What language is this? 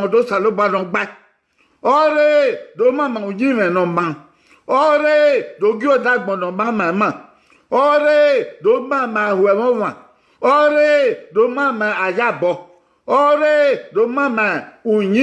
Bini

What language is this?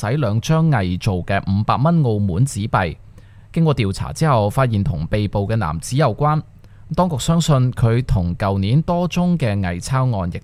Cantonese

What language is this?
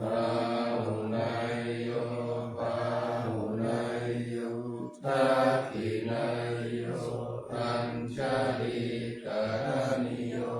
Pali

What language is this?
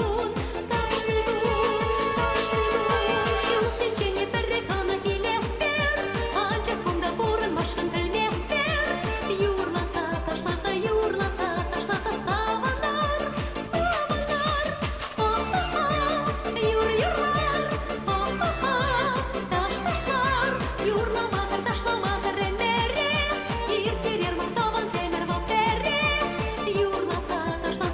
Chuvash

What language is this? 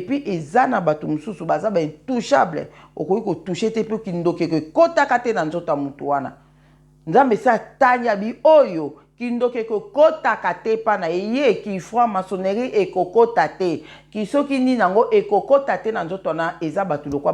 Lingala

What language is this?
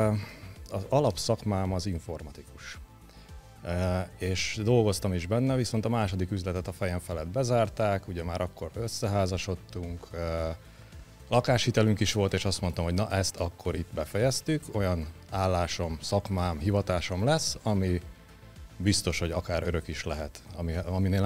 Hungarian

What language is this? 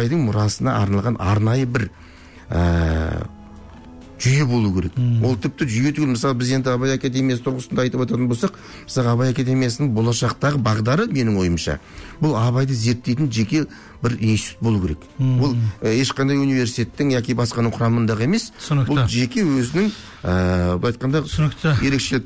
Kazakh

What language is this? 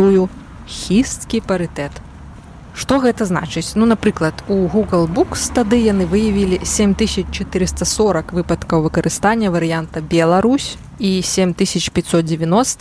Belarusian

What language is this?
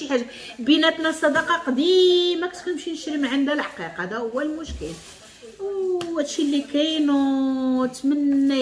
Moroccan Arabic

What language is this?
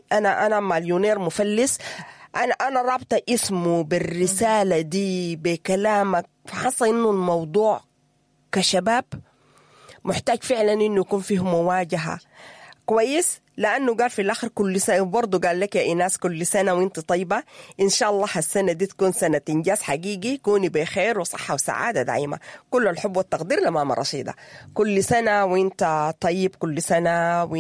Sudanese Arabic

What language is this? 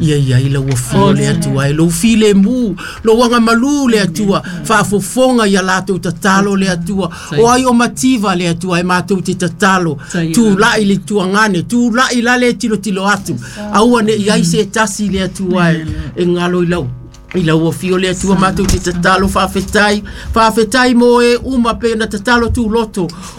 Samoan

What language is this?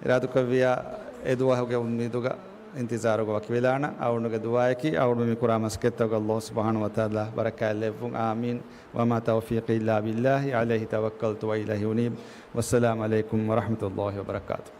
Divehi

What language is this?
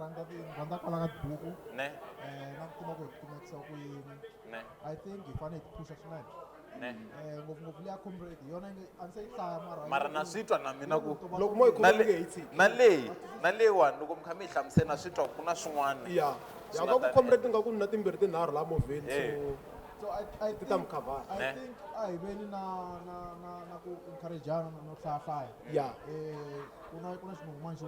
Tsonga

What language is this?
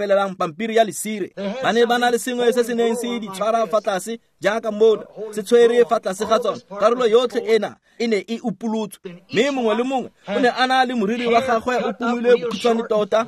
Tswana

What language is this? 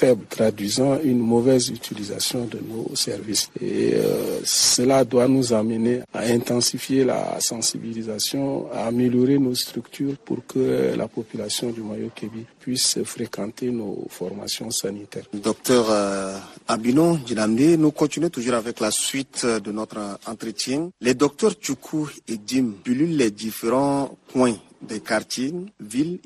French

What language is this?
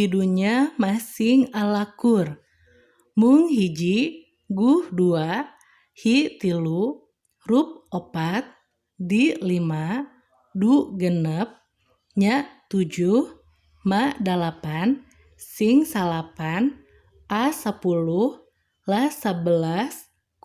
Sundanese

